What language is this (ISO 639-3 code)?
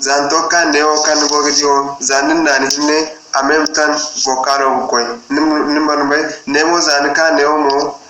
dje